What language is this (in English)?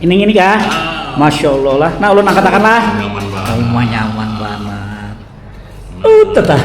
Banjar